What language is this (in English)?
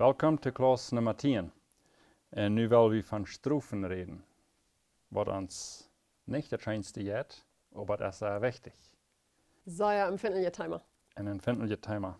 Plautdietsch